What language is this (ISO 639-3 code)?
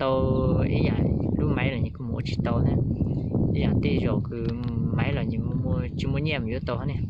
hmn